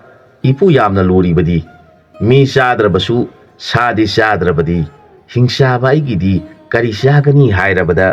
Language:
Manipuri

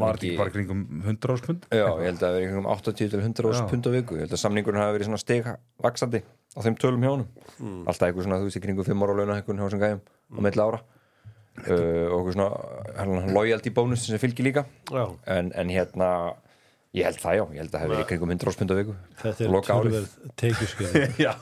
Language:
Icelandic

